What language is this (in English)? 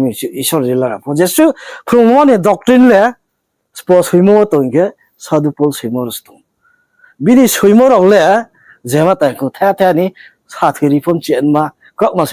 Riang (India)